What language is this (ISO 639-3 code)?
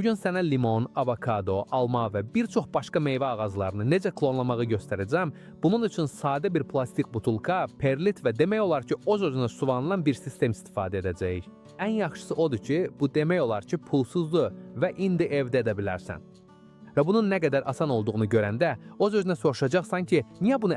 aze